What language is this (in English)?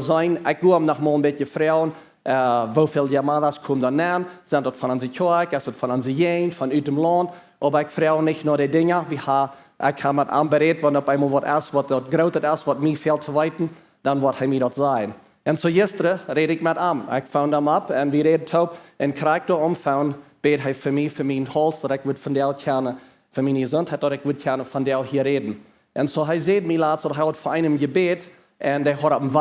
Plautdietsch